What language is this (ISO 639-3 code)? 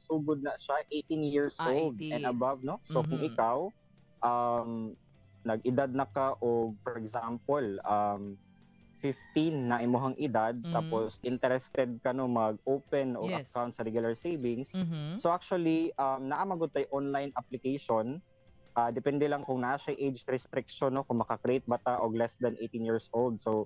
ceb